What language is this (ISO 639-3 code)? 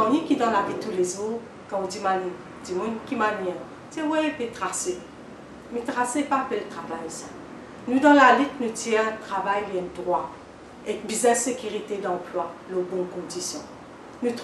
mfe